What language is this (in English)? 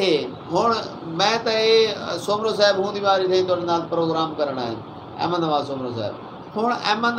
Saraiki